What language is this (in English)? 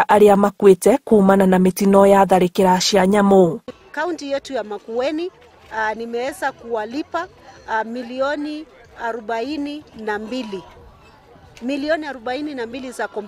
Kikuyu